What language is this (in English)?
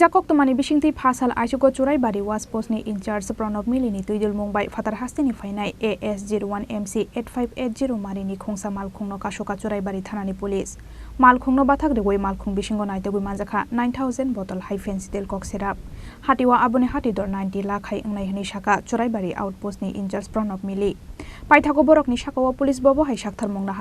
Kok Borok